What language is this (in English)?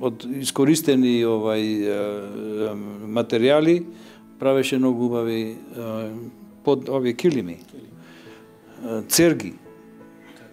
Macedonian